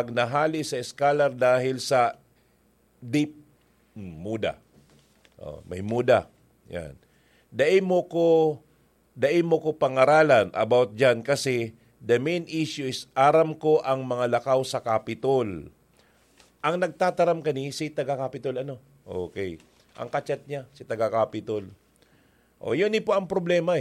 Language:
Bikol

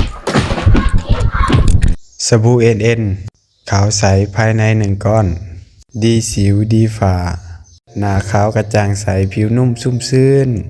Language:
Lao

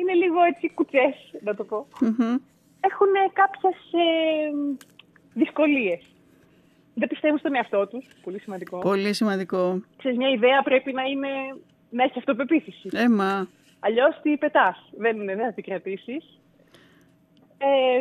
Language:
Greek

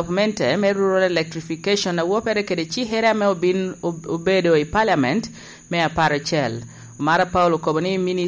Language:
Lango (Uganda)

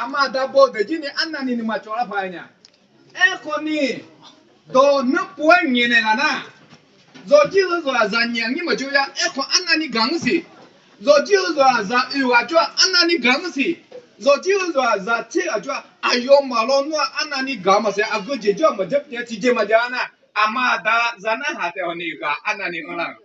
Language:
Akha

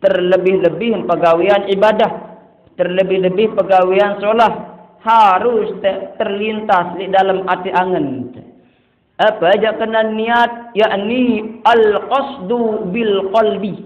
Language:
Sasak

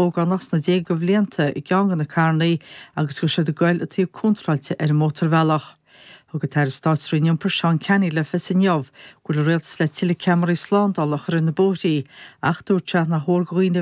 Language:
Irish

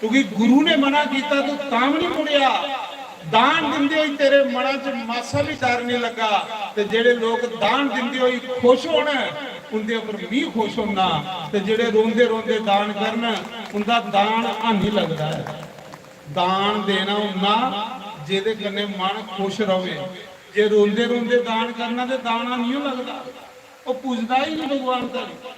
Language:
Dogri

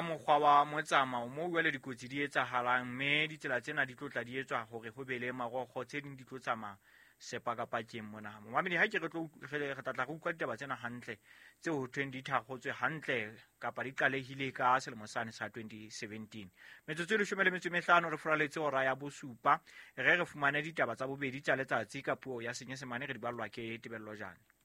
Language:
Southern Sotho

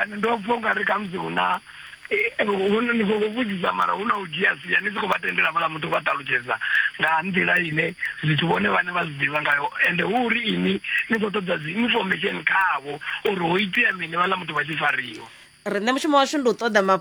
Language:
Venda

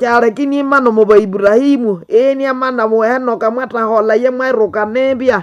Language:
Nande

